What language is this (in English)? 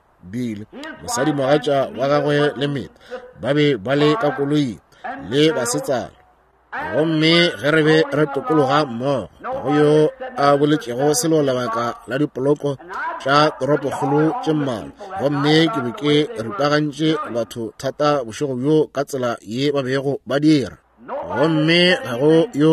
Northern Sotho